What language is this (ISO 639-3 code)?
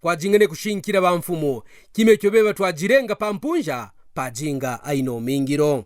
kqn